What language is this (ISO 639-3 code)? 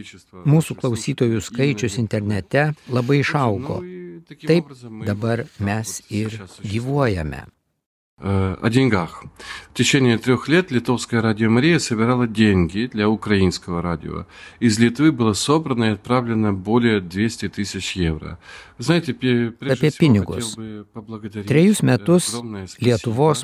lit